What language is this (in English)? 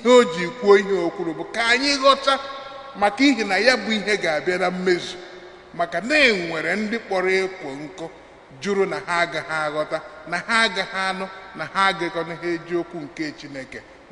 Igbo